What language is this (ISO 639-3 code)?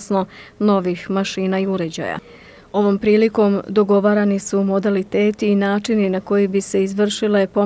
bos